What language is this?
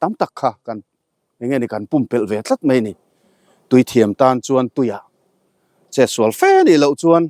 Mizo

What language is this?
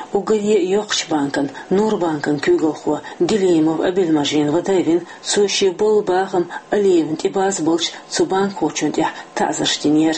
Chechen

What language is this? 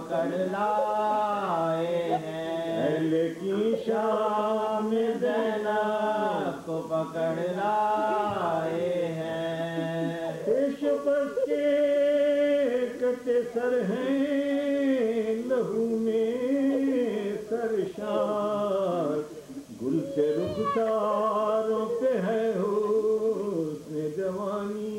Urdu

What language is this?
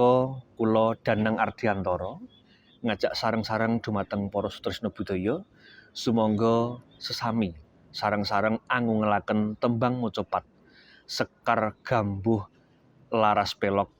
Javanese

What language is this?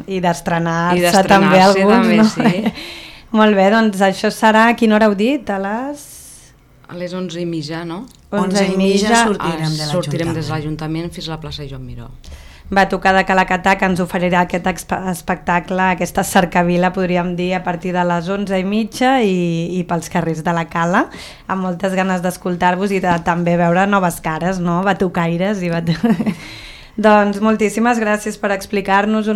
Catalan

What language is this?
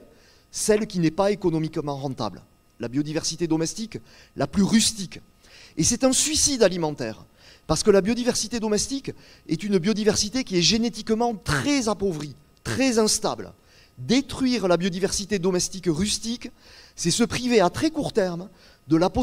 French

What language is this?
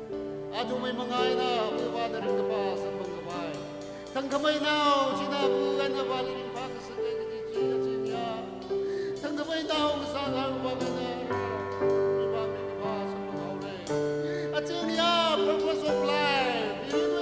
Tangkhul Naga (India)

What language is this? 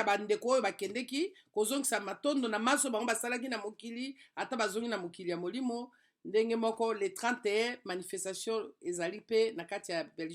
Lingala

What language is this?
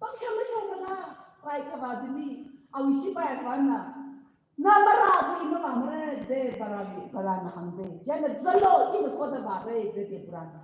Tangkhul Naga (India)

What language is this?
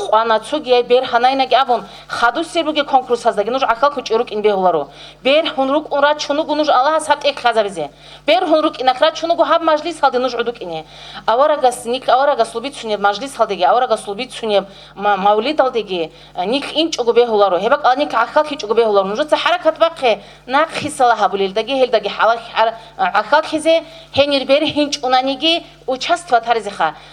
Avaric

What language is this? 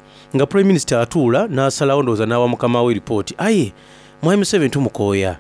Soga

